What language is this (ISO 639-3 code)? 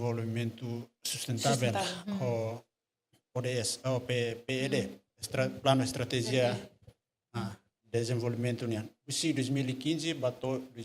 tet